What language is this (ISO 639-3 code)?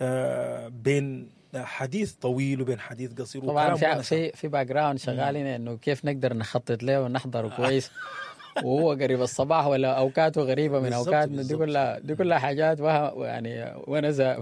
apd